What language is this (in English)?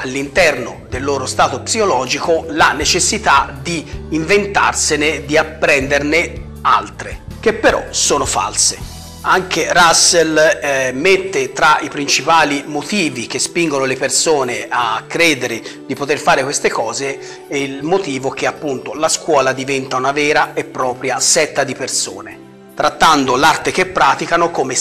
Italian